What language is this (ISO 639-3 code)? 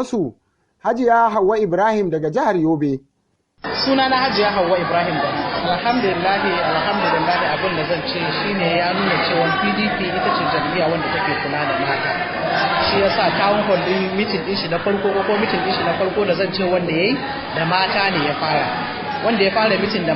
hau